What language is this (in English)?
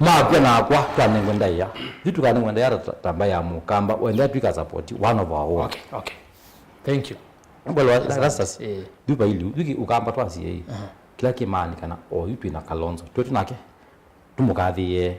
Kamba